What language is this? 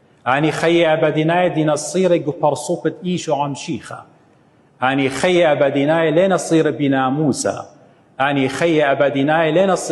Assyrian Neo-Aramaic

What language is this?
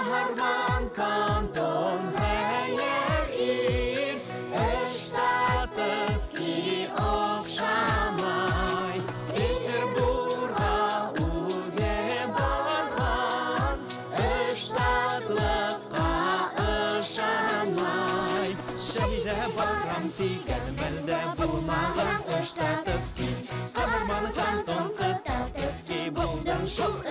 Bashkir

